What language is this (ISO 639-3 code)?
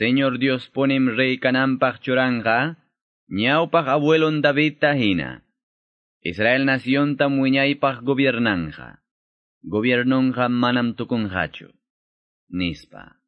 que